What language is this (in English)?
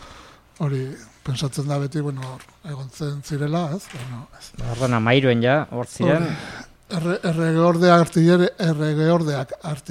Basque